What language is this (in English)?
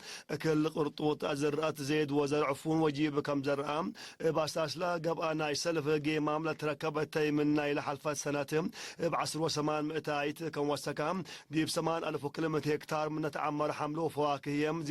Tigre